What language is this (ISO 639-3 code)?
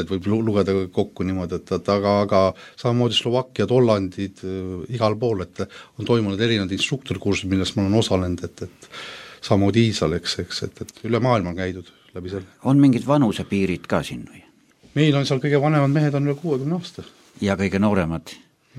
est